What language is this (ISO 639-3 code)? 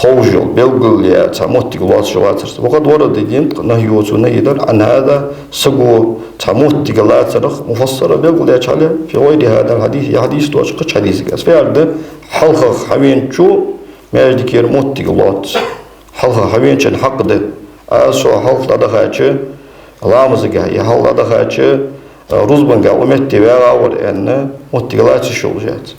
inh